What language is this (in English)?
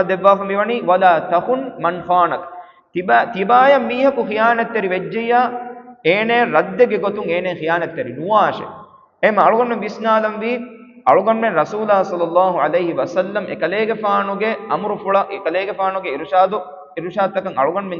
Divehi